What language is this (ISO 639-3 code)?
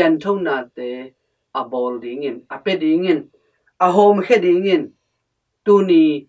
ctd